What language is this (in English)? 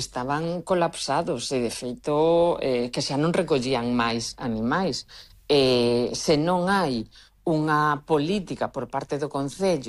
Galician